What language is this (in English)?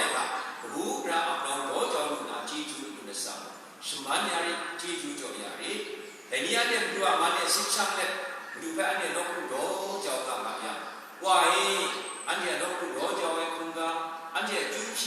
Kachin